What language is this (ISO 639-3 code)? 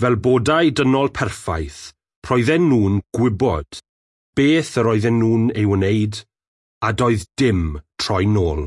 cym